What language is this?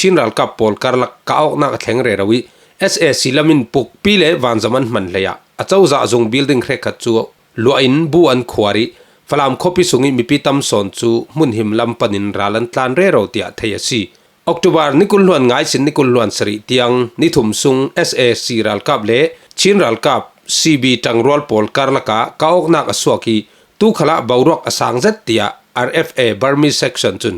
Falam Chin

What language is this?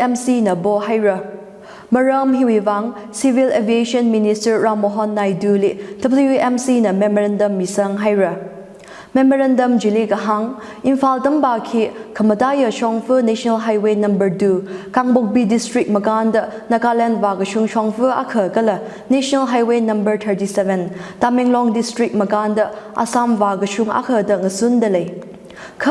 Tangkhul Naga (India)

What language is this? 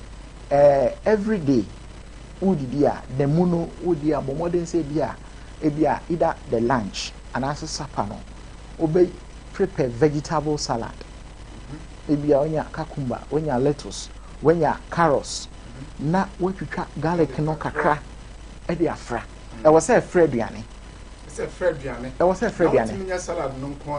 Akan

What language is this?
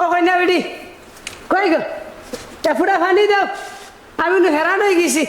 Sylheti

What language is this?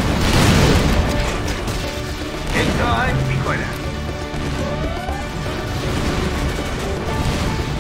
Persian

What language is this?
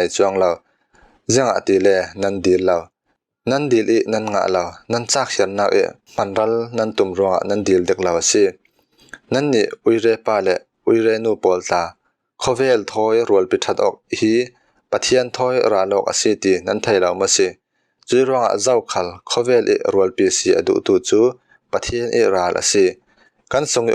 Falam Chin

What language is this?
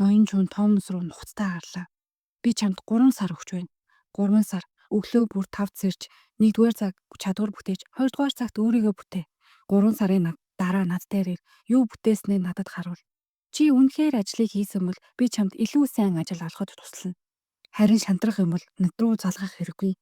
Mongolian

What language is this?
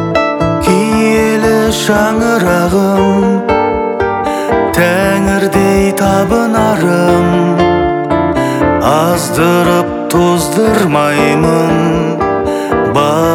Kazakh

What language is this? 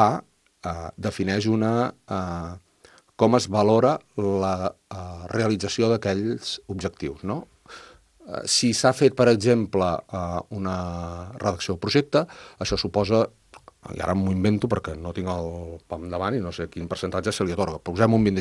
Catalan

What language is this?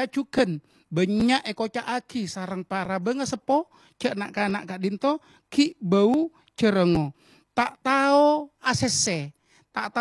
Madurese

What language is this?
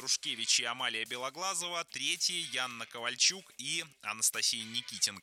Russian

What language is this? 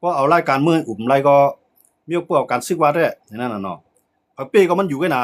Shan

